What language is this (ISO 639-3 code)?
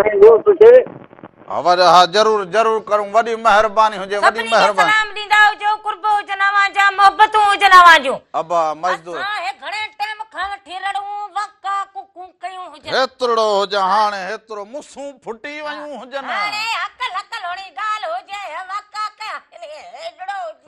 snd